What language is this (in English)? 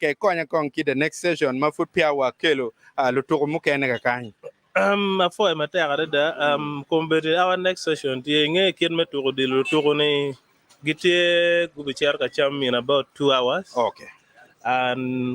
Acoli